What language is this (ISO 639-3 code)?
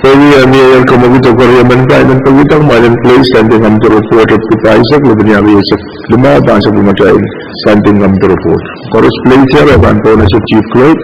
pon